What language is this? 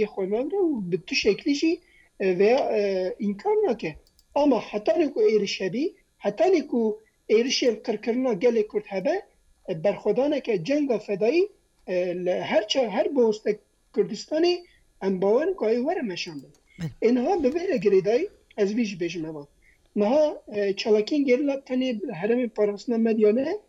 Kurdish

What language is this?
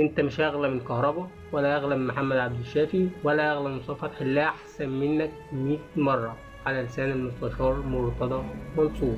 Egyptian Arabic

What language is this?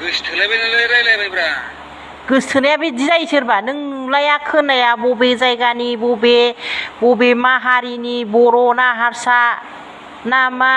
Bodo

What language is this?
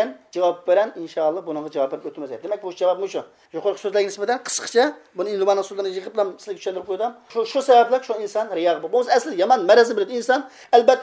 Uyghur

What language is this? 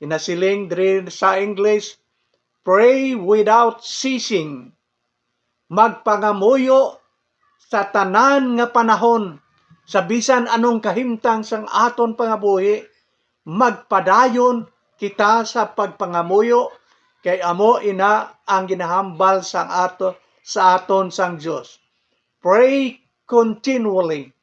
Hiligaynon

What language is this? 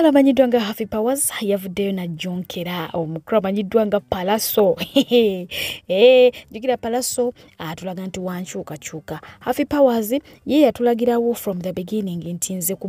Ganda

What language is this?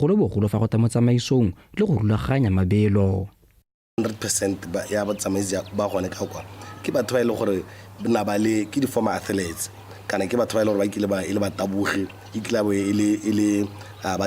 Tswana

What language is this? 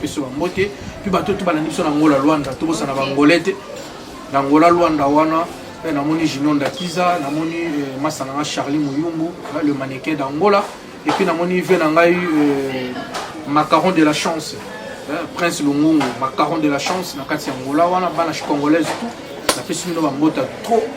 Lingala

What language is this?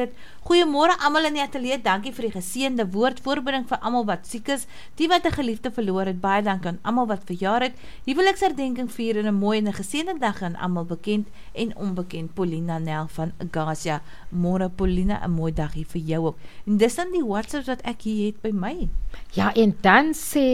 Afrikaans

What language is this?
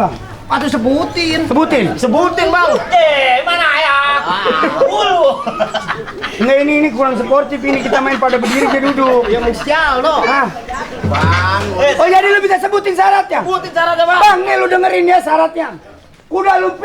Betawi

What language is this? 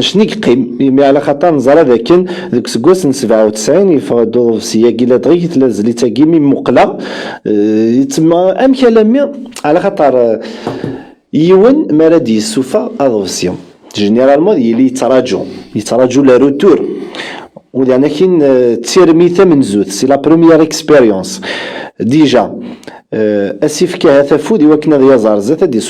Kabyle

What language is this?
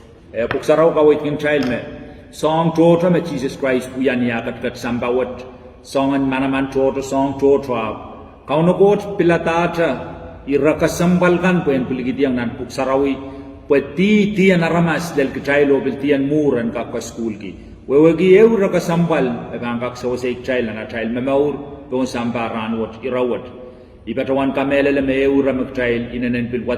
Pohnpeian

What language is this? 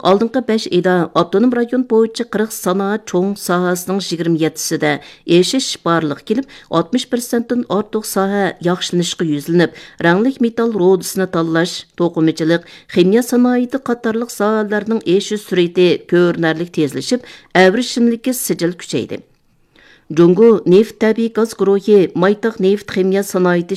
Uyghur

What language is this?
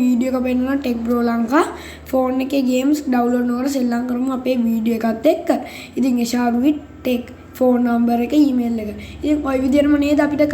Sinhala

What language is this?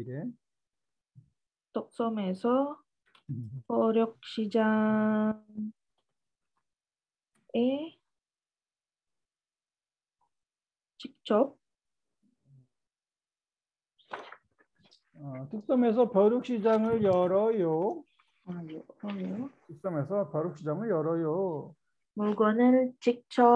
Korean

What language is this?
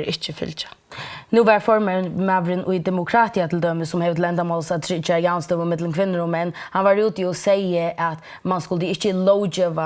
Faroese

